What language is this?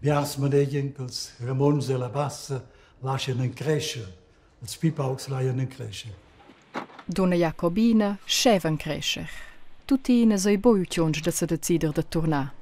Romansh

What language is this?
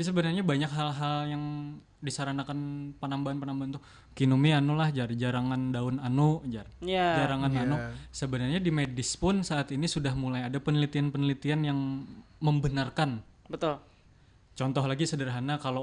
Banjar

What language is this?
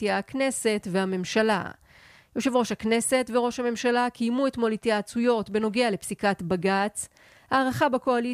Hebrew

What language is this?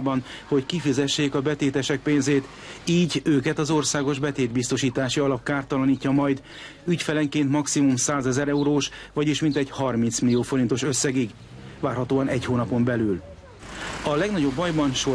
Hungarian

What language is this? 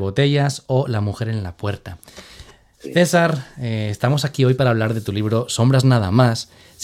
Spanish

